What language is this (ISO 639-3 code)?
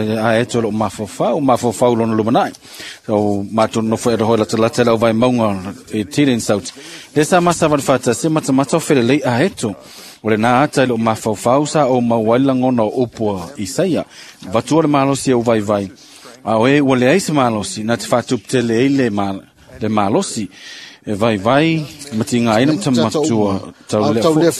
smo